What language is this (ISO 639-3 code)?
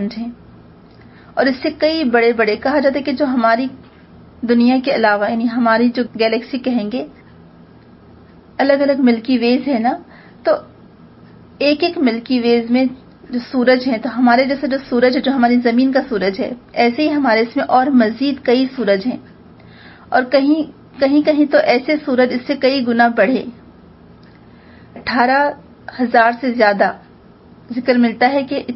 urd